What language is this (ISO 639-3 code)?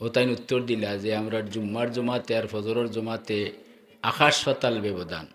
syl